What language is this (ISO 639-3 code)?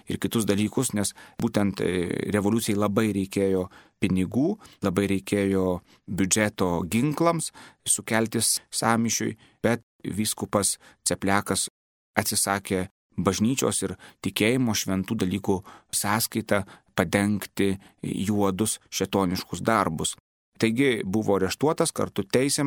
lit